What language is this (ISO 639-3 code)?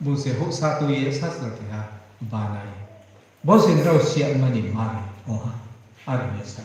ria